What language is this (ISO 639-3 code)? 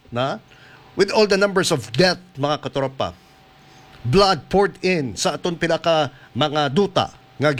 hil